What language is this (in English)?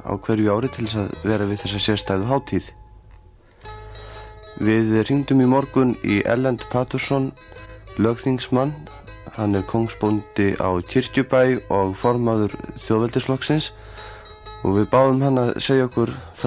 Icelandic